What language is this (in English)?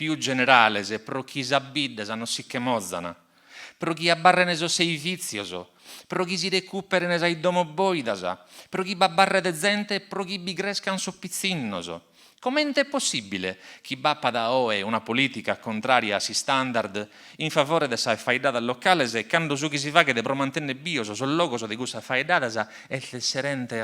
Sardinian